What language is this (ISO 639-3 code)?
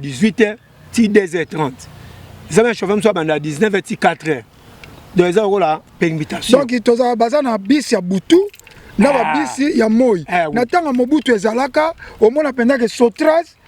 lin